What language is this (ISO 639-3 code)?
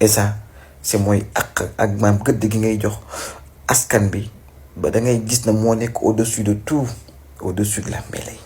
wol